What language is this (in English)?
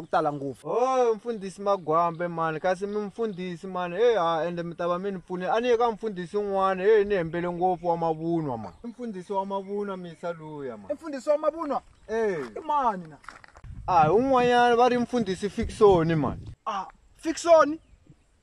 Tsonga